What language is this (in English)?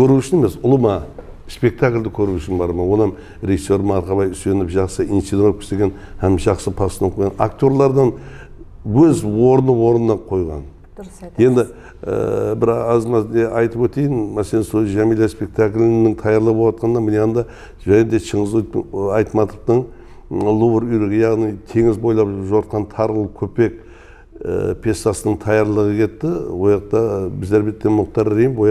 Kara-Kalpak